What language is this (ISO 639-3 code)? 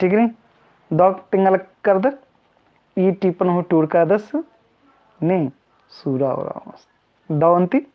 kru